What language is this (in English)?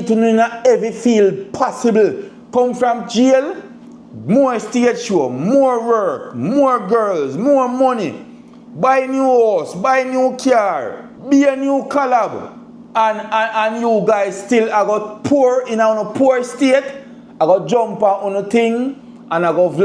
Jamaican Creole English